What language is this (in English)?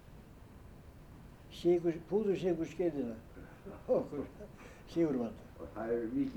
Icelandic